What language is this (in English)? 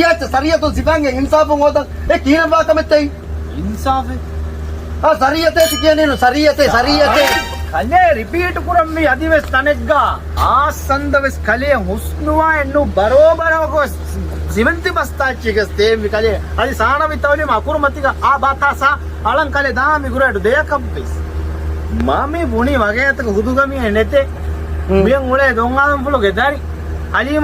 Divehi